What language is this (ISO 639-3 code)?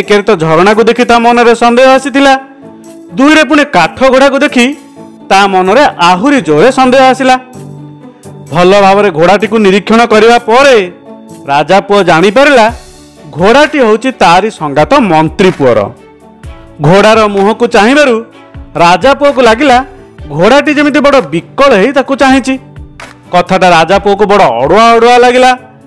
ori